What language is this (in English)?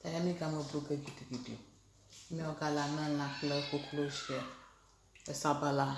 Ewe